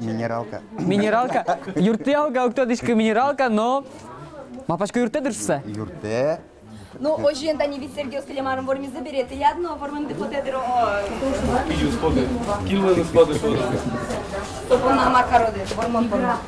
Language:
Udmurt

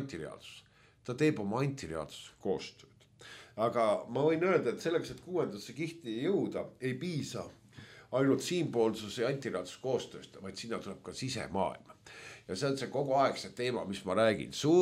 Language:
Estonian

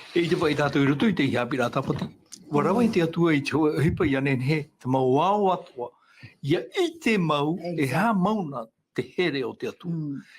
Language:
Tahitian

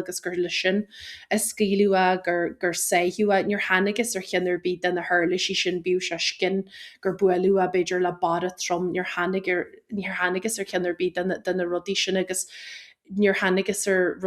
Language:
Irish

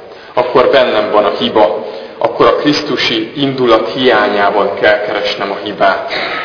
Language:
Hungarian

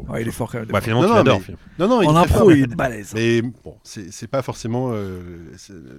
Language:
French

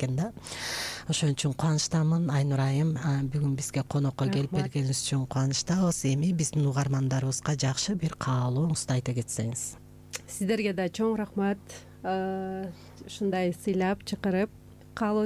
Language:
Kyrgyz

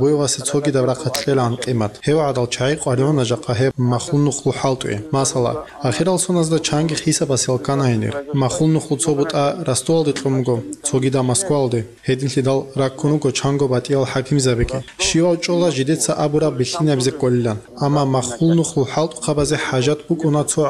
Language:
Avaric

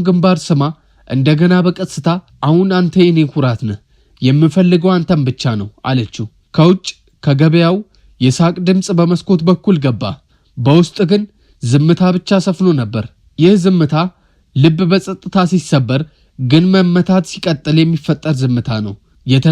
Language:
Amharic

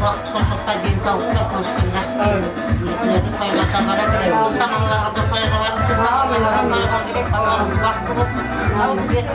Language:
Kara-Kalpak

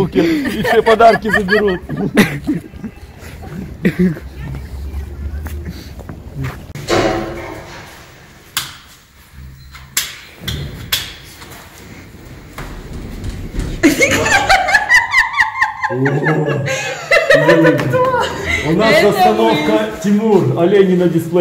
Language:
Russian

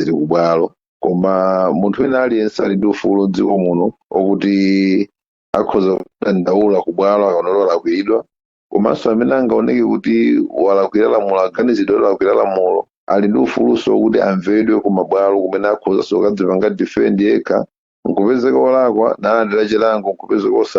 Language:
Nyanja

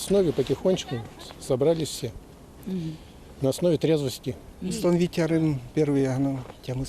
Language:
Udmurt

